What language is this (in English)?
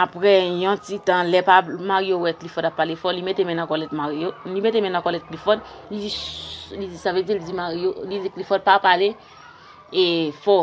Haitian Creole